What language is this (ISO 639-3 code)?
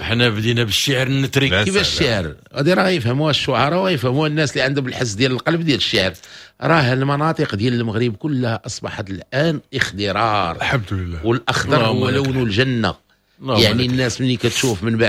ary